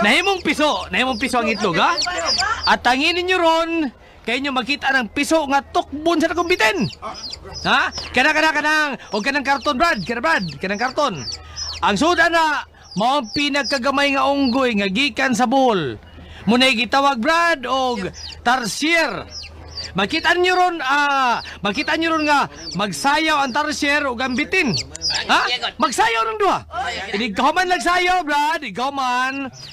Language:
Cebuano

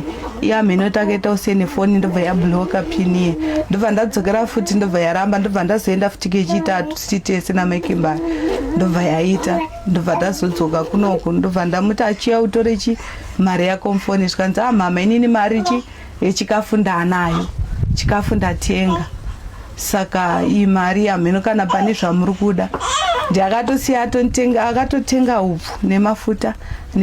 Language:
Shona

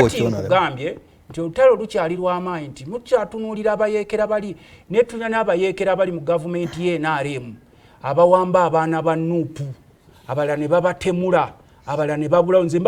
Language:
Ganda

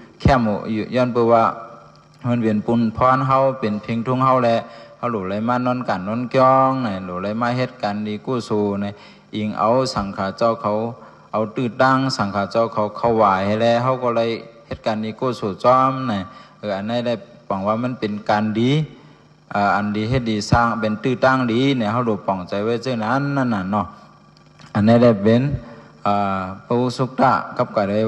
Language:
Shan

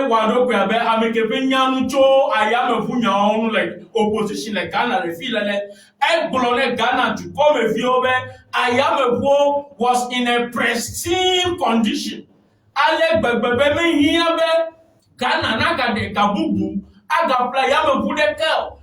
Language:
Ewe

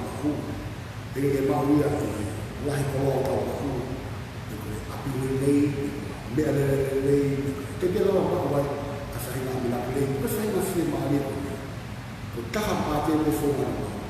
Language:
Tongan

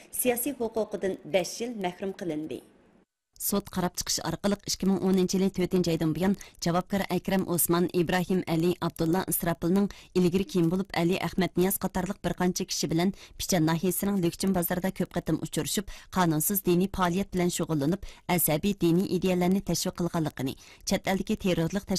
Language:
Uyghur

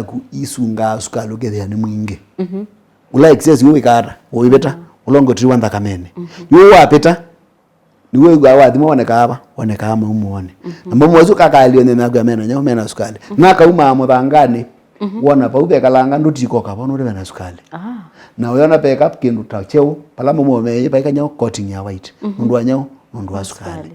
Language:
Kamba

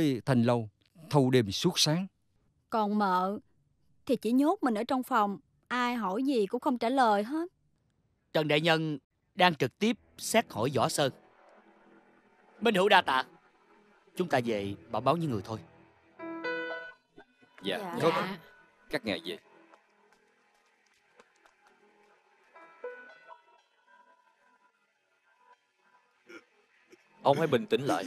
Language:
Vietnamese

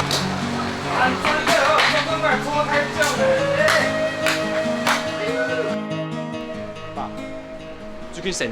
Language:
Hakka Chinese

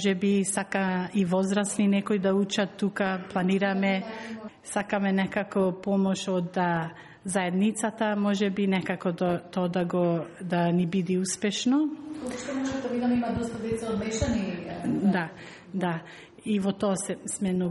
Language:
Macedonian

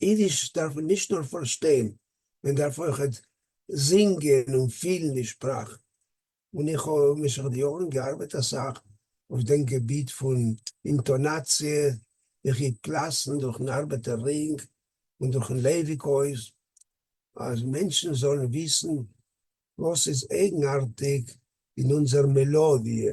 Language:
Yiddish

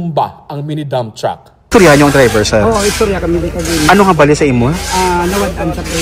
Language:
Hiligaynon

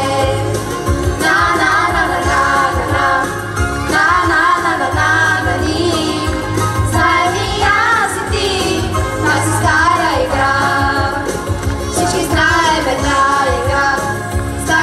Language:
Bulgarian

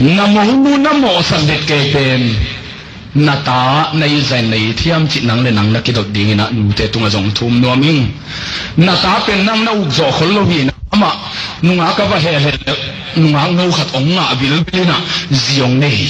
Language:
Tedim Chin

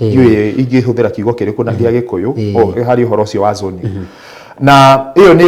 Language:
Kikuyu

